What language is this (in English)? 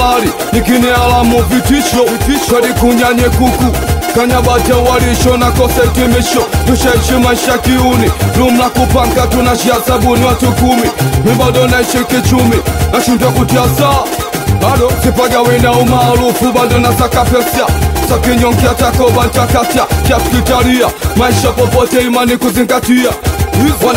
Swahili